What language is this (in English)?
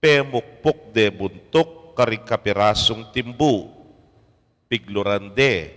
Pampanga